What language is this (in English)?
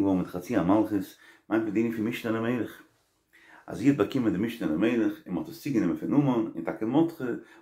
Yiddish